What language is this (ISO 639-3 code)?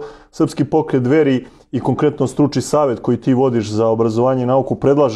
srp